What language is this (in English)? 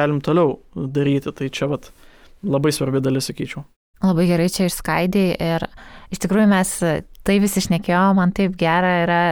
Lithuanian